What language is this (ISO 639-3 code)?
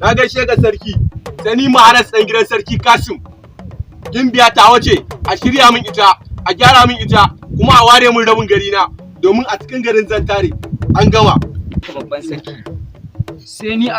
hau